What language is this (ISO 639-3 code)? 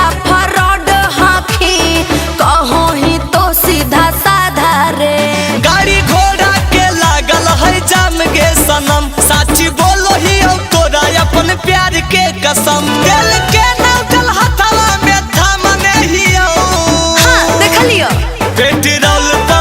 mag